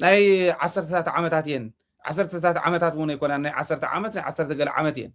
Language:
Tigrinya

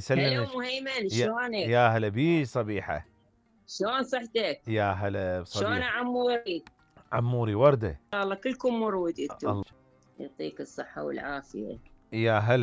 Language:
Mesopotamian Arabic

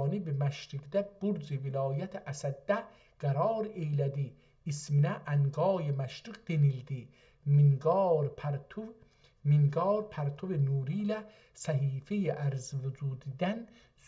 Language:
South Azerbaijani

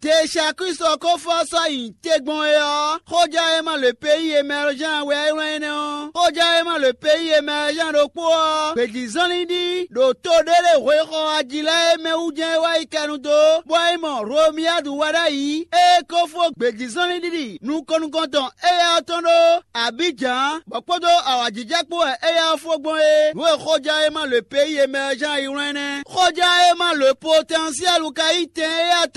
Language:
Fon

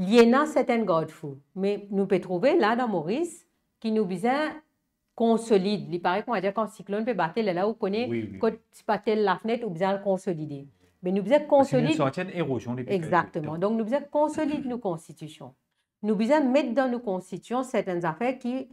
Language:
Morisyen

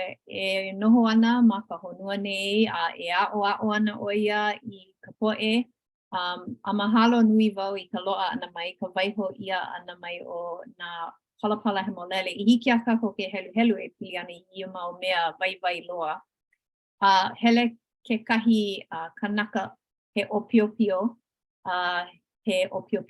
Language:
Hawaiian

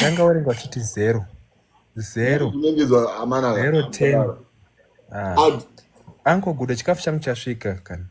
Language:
Shona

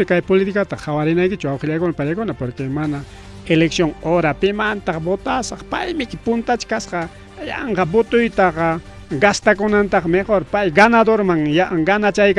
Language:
Ayacucho Quechua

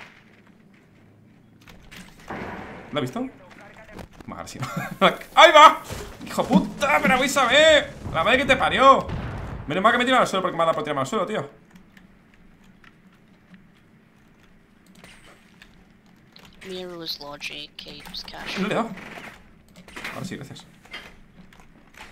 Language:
Spanish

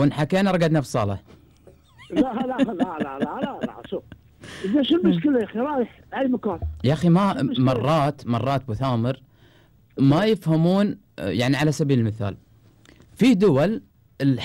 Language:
Gulf Arabic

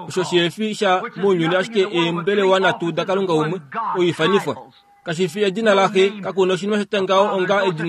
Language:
Kuanyama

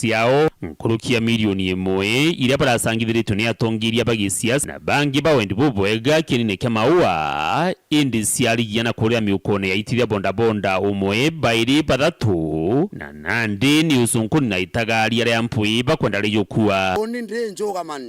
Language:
Meru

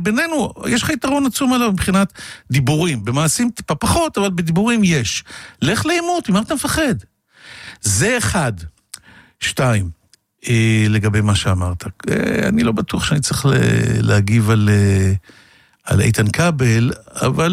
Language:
Hebrew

